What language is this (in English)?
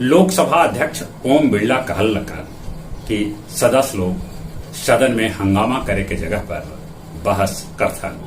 Magahi